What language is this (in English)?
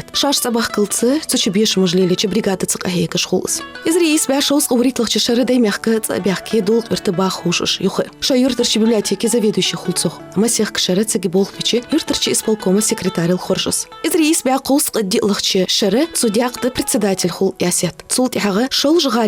Ingush